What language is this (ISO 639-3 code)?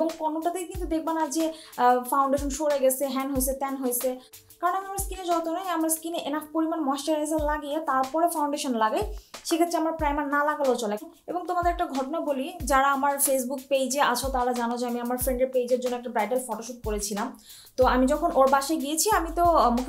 ben